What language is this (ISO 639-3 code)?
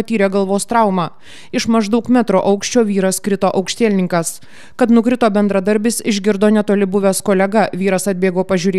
lit